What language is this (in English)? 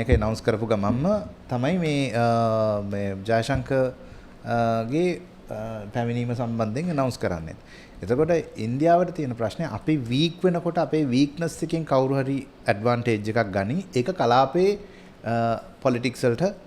Sinhala